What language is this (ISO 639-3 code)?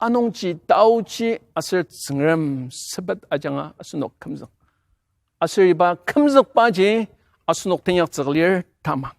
njo